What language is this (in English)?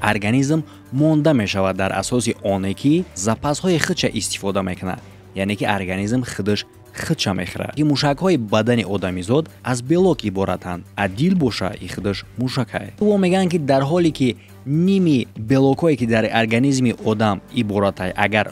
Tajik